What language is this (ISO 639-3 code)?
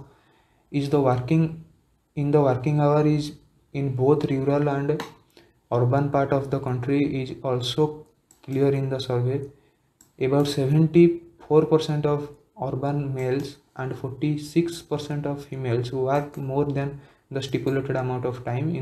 ori